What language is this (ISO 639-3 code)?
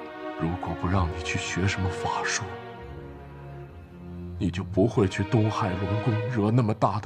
zho